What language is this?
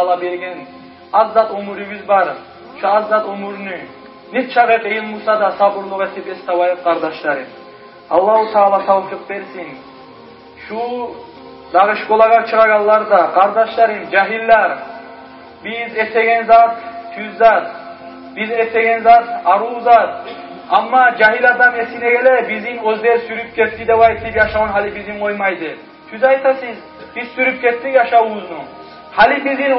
Kumyk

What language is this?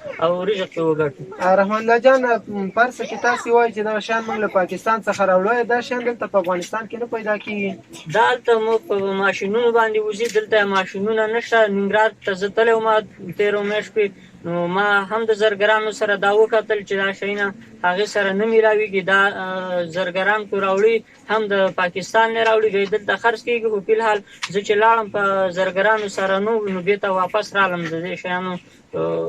Pashto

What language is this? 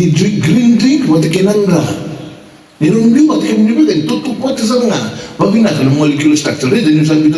Fijian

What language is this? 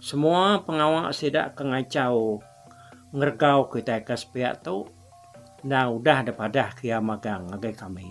Iban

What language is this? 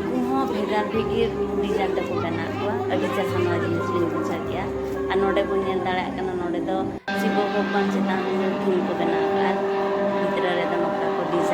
Santali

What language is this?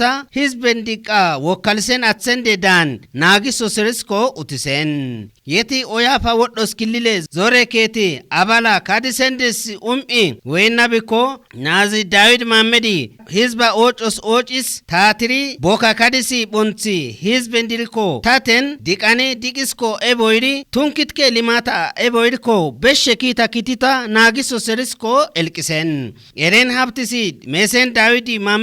Kafa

